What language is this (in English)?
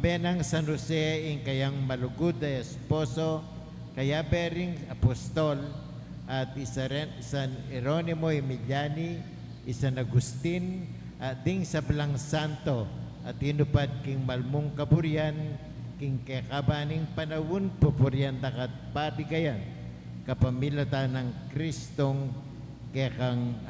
Pampanga